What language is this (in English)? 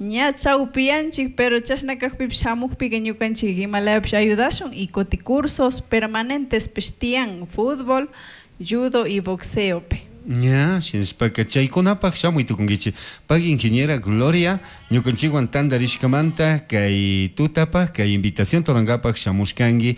Chimborazo Highland Quichua